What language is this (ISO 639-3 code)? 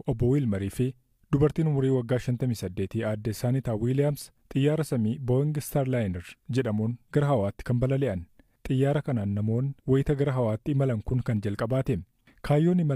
orm